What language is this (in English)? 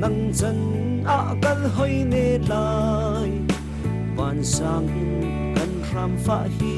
Hakha Chin